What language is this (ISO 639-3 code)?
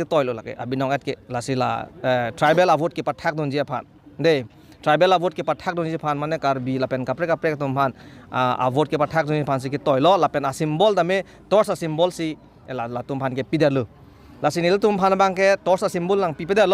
mjw